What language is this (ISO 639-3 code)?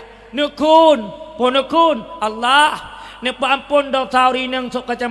ace